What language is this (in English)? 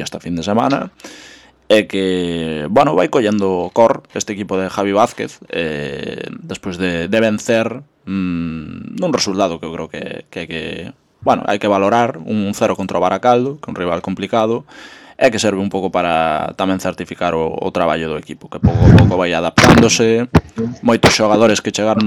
Galician